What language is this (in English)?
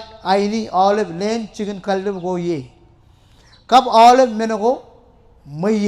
Marshallese